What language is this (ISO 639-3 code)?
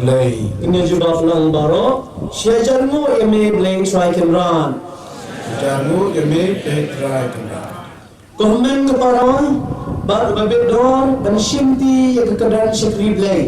kha